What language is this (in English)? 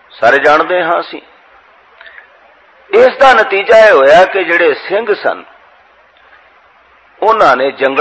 Punjabi